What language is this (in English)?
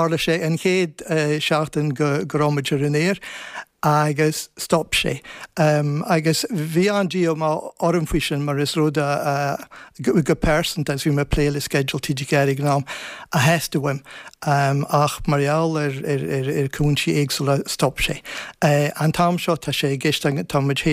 Irish